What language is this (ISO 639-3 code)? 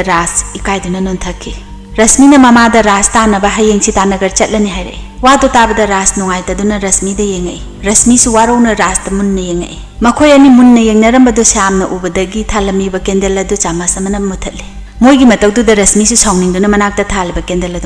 mni